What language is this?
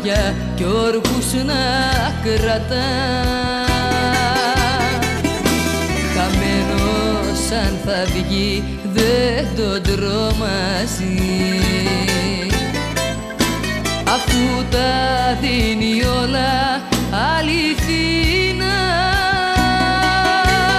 Greek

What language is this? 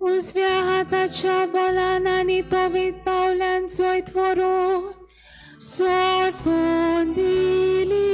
Konkani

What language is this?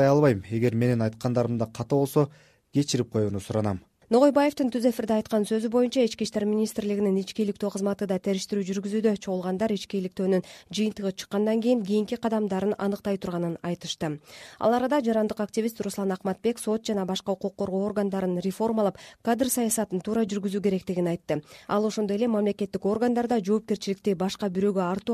Kyrgyz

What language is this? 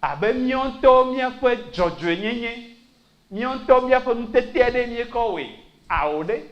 Ewe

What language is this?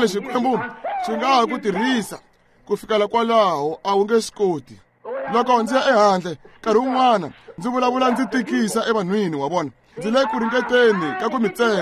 Tsonga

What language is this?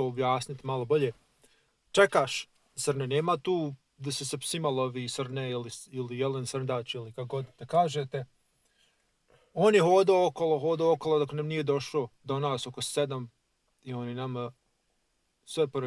Bosnian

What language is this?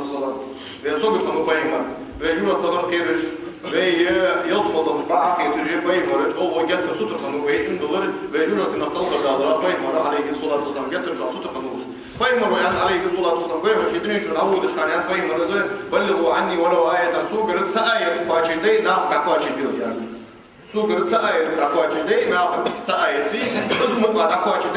Ingush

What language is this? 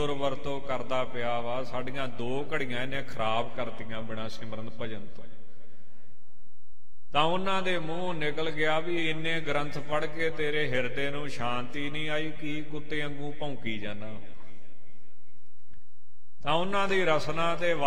Punjabi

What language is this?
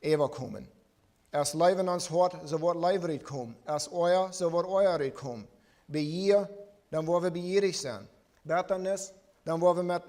Plautdietsch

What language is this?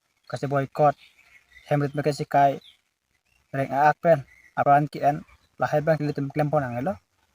Karbi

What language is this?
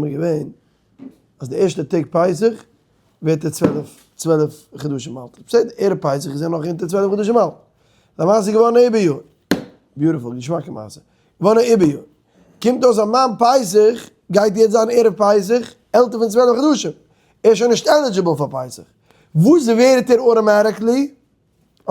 Yiddish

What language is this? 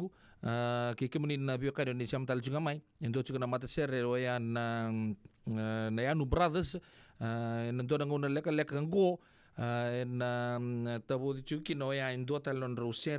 Fijian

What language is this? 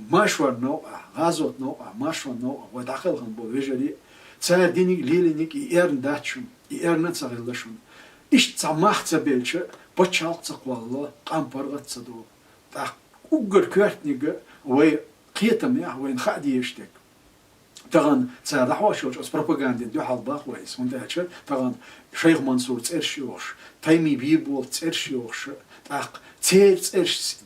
Chechen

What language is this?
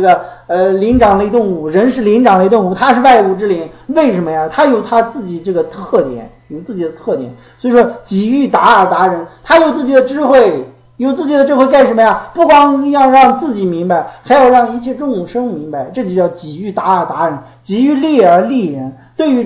Chinese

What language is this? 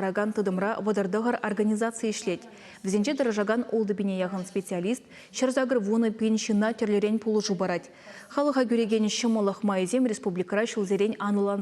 Chuvash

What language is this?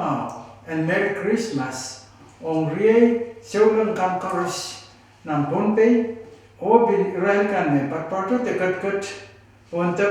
Pohnpeian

